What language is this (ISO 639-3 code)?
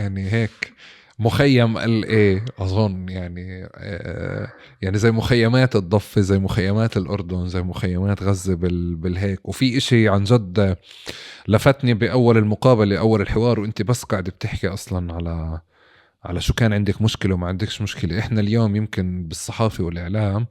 apc